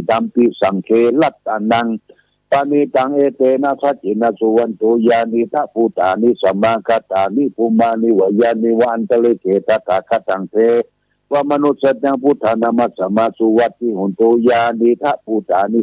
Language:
Pali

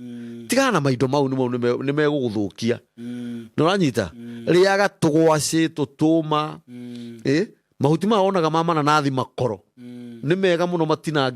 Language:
Kikuyu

